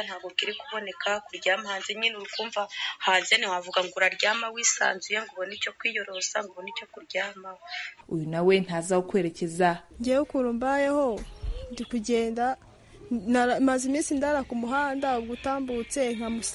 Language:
Kinyarwanda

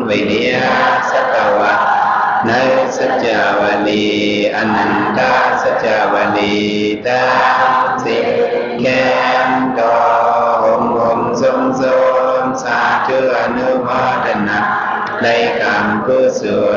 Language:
Shan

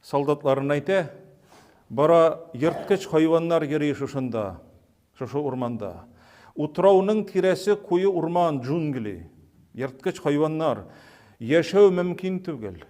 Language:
Tatar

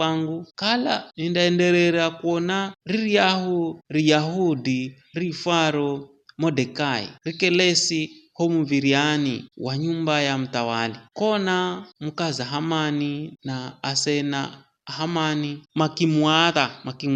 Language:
Giryama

